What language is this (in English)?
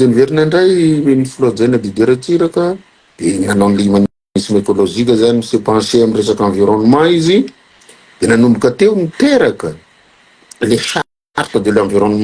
Malagasy